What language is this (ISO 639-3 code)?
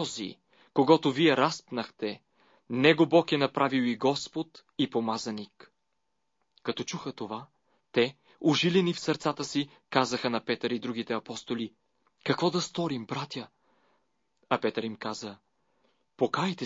bul